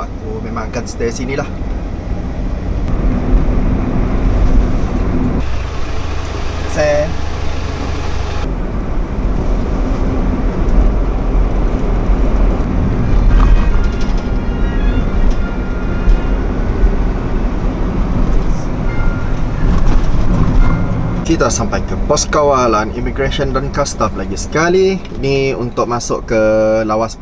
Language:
Malay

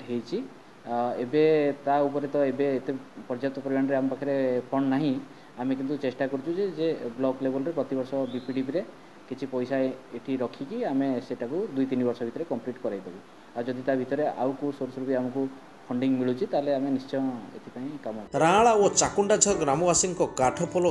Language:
Odia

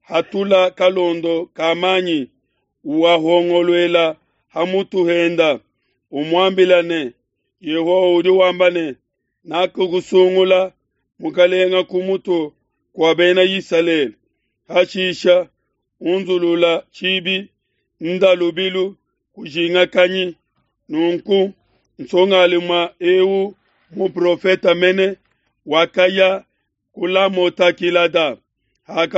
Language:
Luba-Lulua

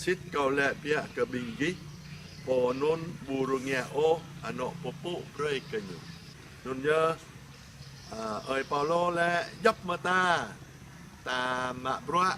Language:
Jarai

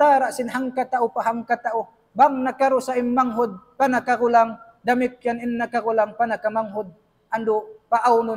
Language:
Tausug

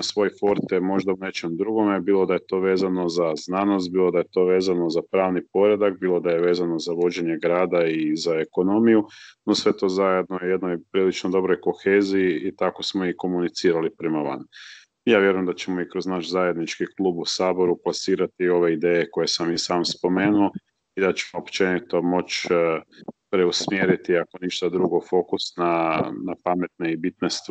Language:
Croatian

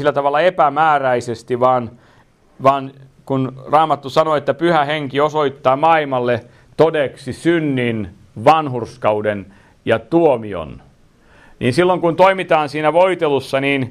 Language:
Finnish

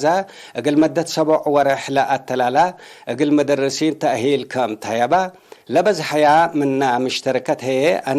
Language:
Tigre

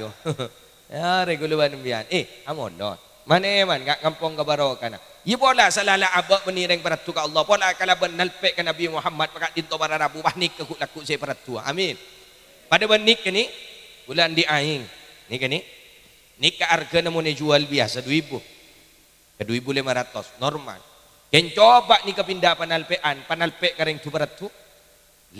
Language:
Madurese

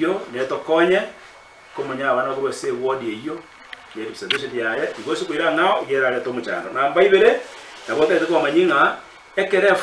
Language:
Gusii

